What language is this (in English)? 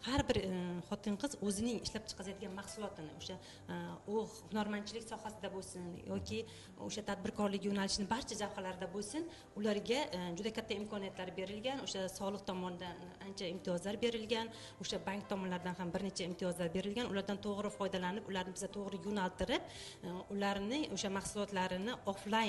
Uzbek